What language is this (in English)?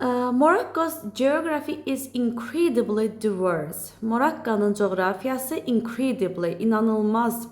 Azerbaijani